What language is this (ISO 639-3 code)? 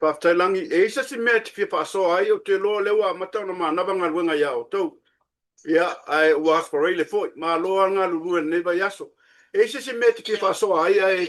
smo